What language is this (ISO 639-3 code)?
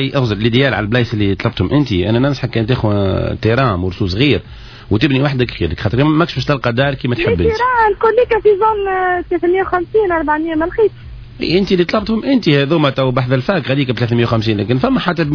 aeb